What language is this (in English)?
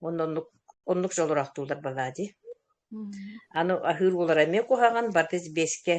Yakut